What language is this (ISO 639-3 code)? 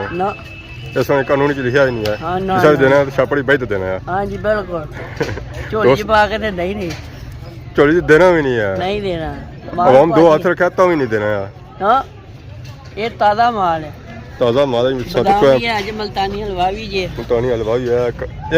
phr